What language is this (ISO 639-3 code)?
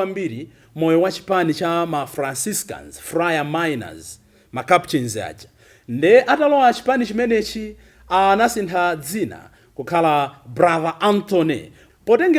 nya